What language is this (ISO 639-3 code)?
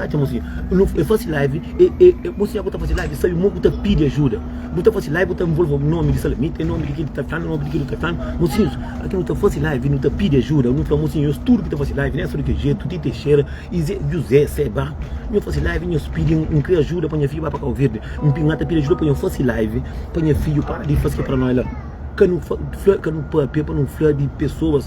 kea